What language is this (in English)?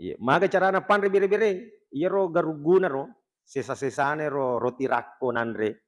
Buginese